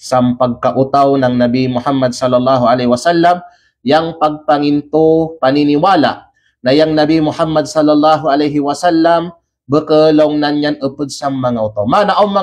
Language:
Kalagan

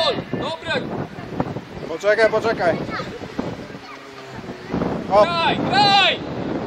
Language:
Polish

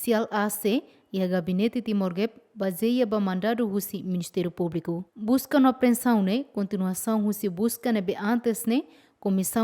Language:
Tetum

